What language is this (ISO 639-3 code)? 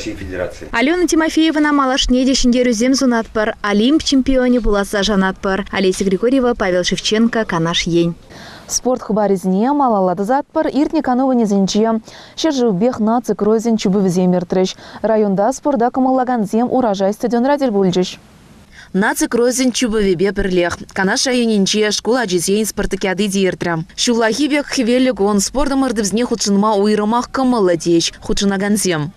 chv